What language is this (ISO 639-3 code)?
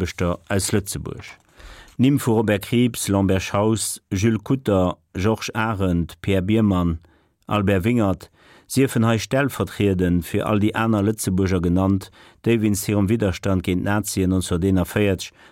ltz